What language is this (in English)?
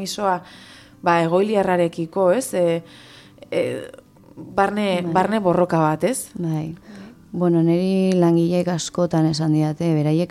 Basque